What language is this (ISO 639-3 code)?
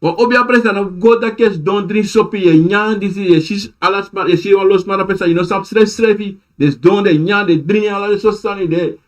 srn